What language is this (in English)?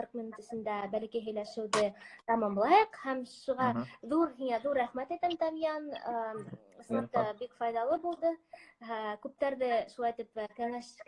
Bashkir